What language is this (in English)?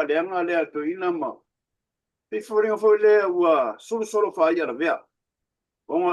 Samoan